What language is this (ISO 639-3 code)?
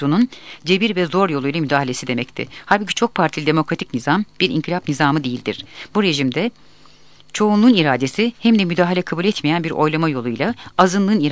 tur